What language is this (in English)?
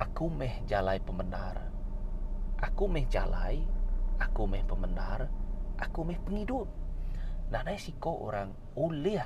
Iban